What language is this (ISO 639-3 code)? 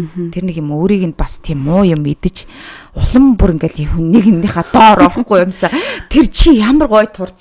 mon